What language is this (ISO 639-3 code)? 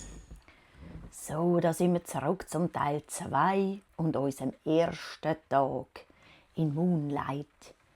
gsw